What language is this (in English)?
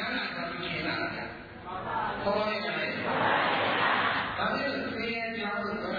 Burmese